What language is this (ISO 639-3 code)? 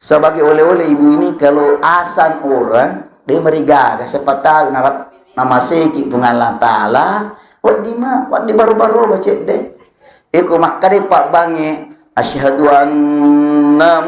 bug